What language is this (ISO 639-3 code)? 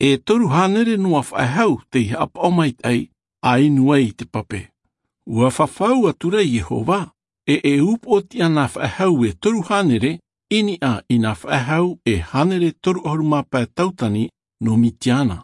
tah